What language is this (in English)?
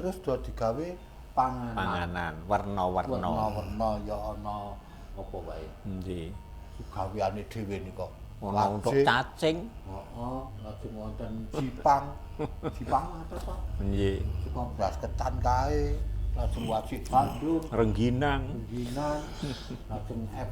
Javanese